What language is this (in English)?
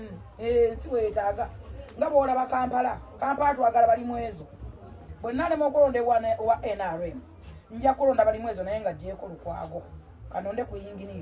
Ganda